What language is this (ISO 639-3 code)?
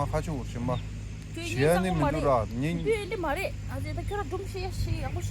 bod